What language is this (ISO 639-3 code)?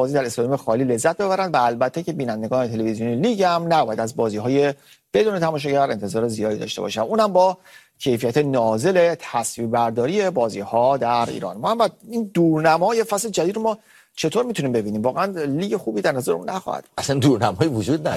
fas